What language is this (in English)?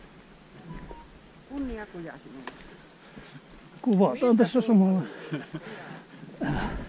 Finnish